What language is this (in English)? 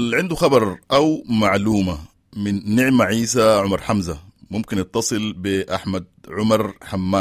Sudanese Arabic